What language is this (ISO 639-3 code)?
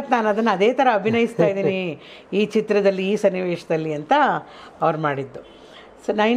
kan